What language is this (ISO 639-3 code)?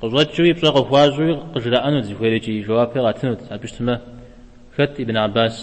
kbd